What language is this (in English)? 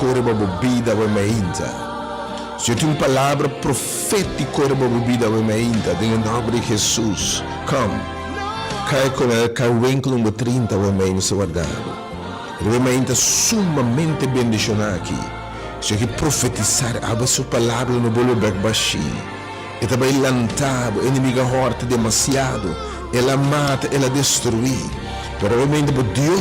Papiamento